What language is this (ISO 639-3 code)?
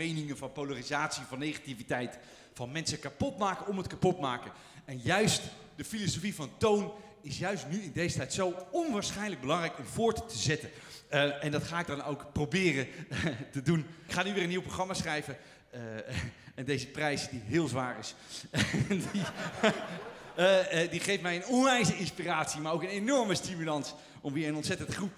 nld